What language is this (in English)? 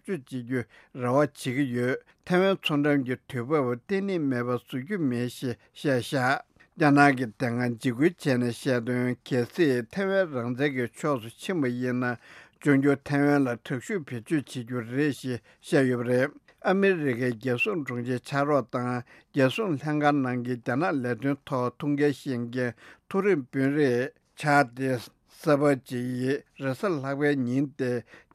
Tibetan